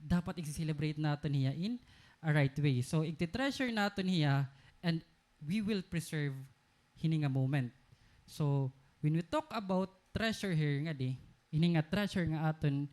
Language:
Waray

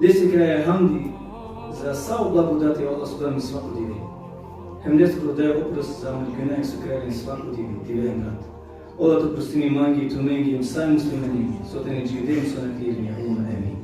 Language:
Balkan Romani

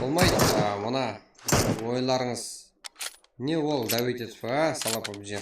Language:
Kara-Kalpak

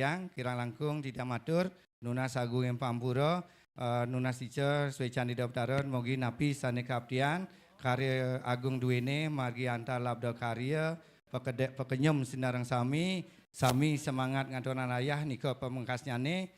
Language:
Balinese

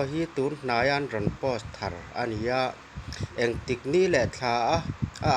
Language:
Mizo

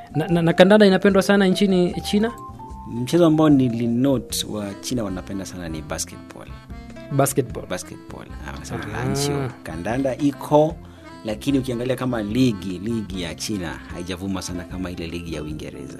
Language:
Swahili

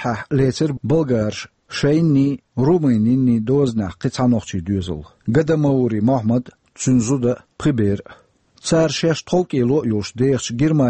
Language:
Chechen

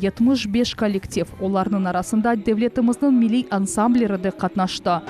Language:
Crimean Tatar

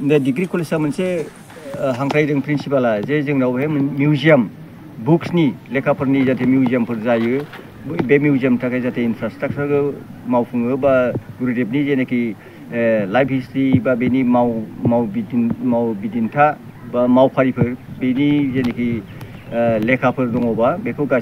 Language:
Bodo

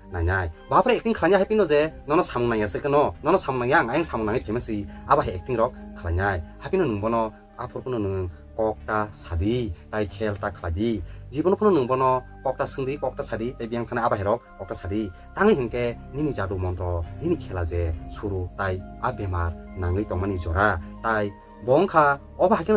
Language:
Kok Borok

